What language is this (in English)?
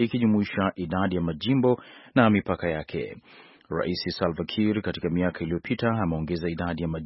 Swahili